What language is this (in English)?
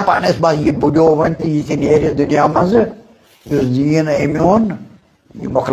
Kashmiri